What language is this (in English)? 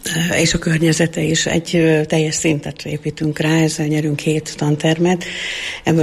Hungarian